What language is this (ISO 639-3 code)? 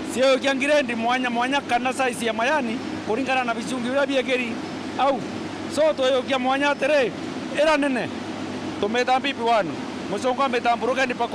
mer